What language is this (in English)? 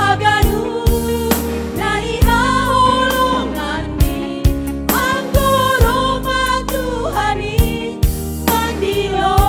Batak Simalungun